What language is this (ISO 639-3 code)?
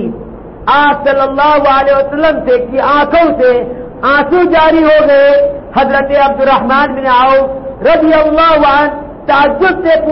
urd